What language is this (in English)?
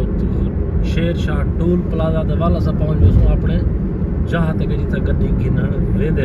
Saraiki